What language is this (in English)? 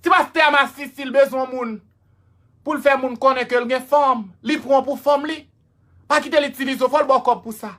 Haitian Creole